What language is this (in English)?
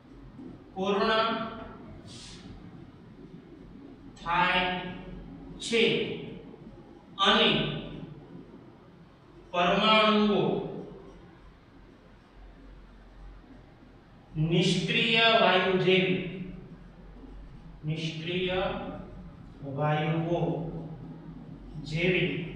Gujarati